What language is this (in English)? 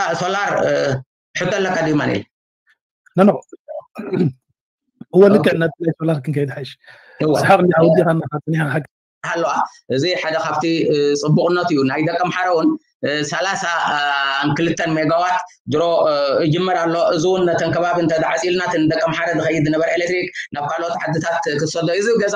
Tigrinya